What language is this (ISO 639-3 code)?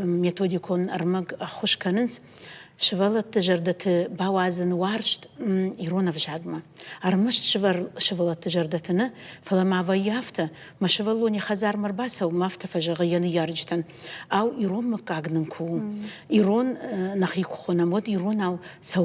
oss